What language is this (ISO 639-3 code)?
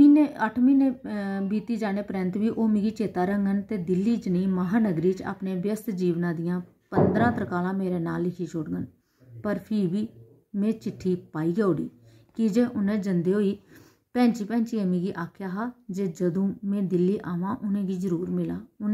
doi